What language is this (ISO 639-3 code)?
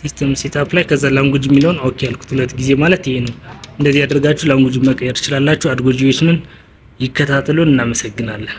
amh